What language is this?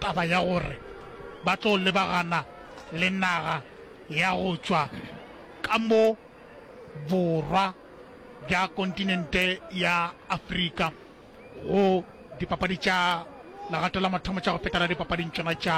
Northern Sotho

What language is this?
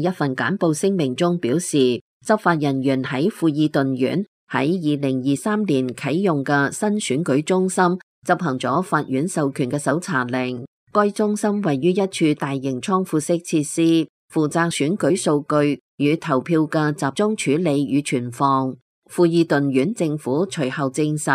Cantonese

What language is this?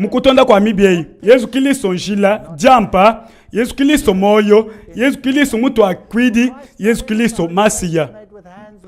Luba-Lulua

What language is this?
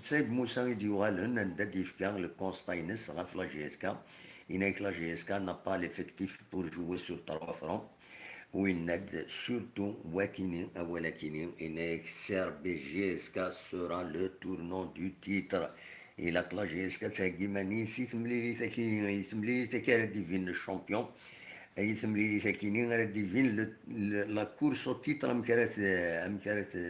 Kabyle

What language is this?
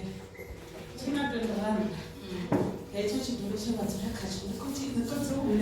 Venda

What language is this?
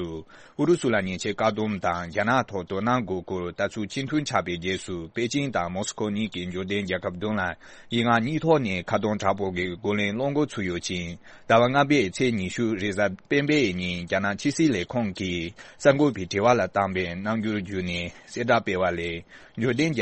Tibetan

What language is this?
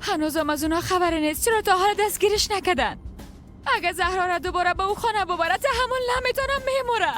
Persian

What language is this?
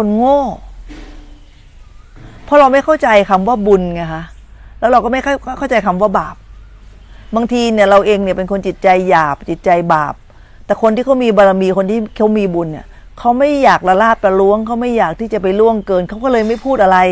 Thai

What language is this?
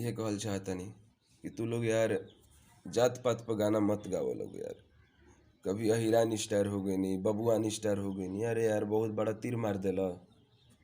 Bhojpuri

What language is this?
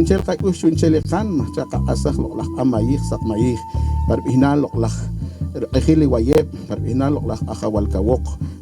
Poqomchi'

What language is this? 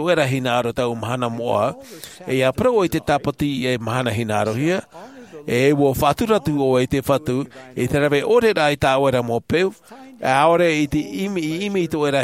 Tahitian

